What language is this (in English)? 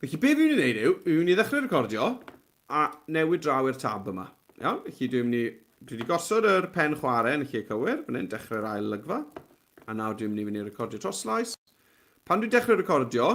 Welsh